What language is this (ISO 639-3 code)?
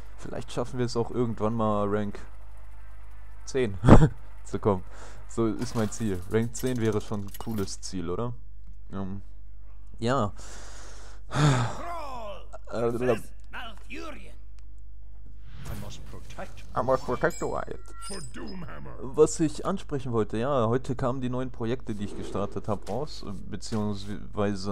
deu